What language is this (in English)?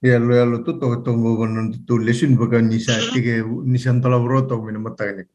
Fijian